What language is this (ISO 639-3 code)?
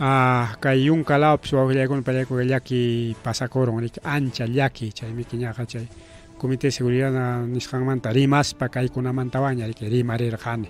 quy